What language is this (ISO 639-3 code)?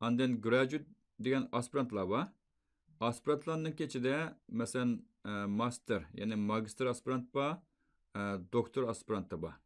uig